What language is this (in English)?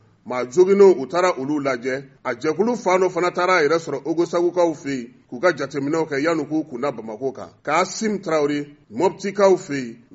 Bambara